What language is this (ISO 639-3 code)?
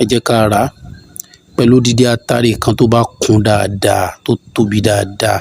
yor